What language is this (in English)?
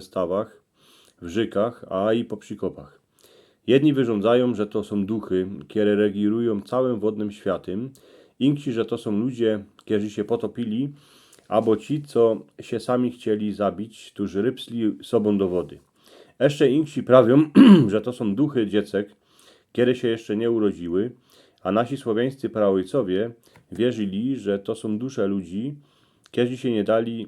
Silesian